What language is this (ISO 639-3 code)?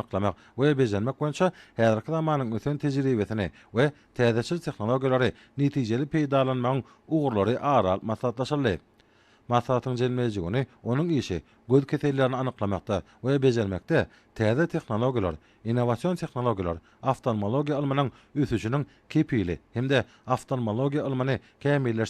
tuk